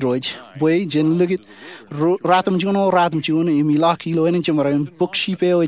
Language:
Marshallese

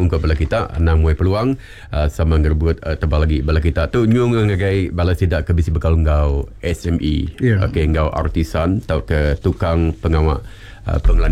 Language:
Iban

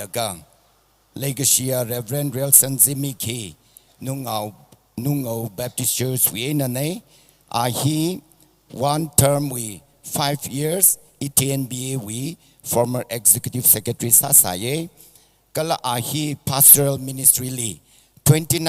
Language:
Tangkhul Naga (India)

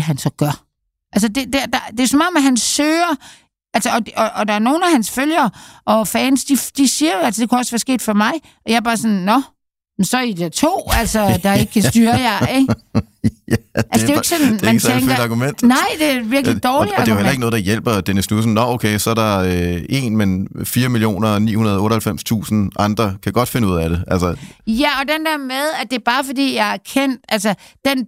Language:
Danish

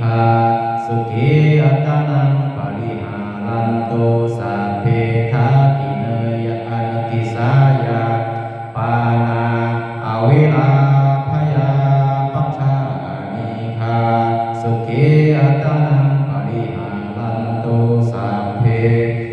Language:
Pali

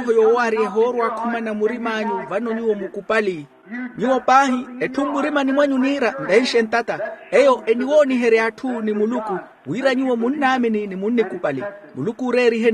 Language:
Makhuwa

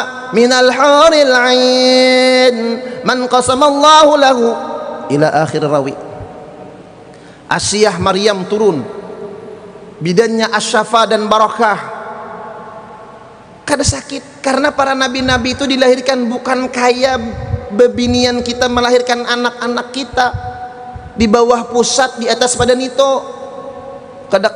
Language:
Indonesian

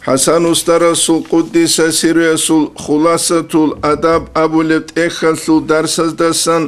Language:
Avaric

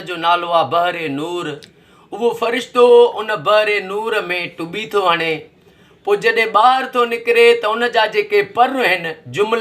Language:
Sindhi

